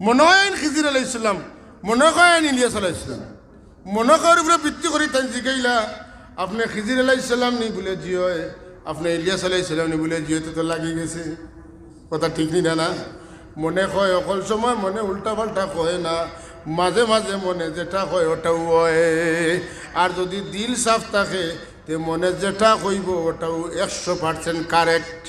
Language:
Sylheti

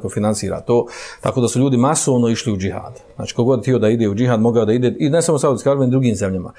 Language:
Bosnian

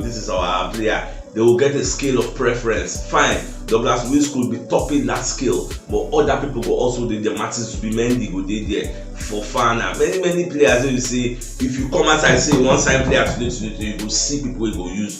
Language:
Nigerian Pidgin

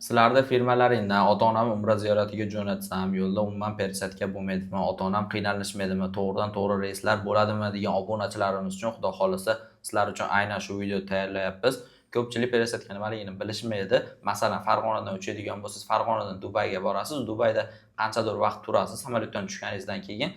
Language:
Uzbek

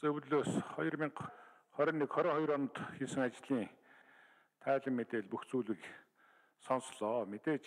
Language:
Mongolian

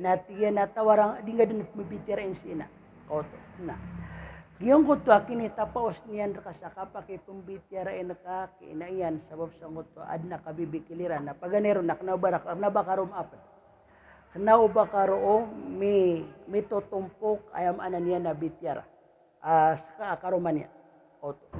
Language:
Maranao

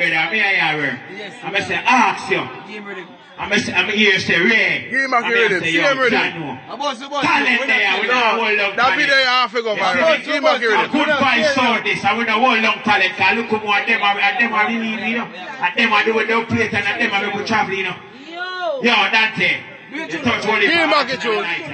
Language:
Jamaican Creole English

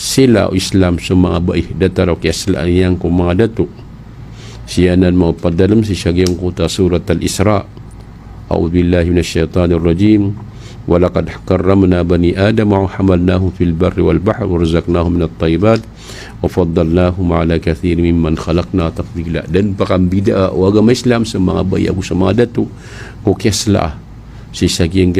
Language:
Maranao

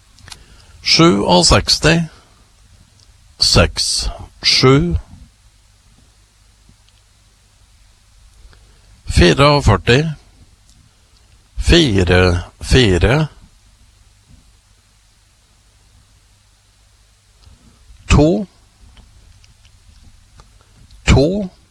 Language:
Norwegian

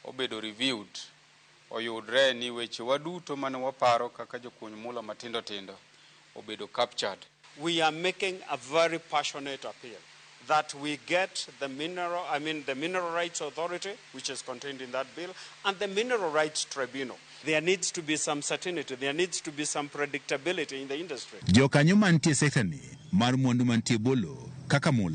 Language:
Luo (Kenya and Tanzania)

